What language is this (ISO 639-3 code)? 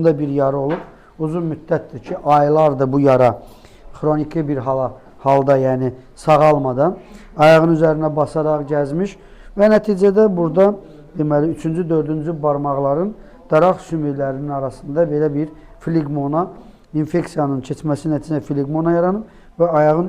aze